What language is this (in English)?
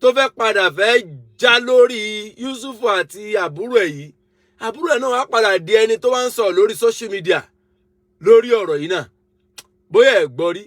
Yoruba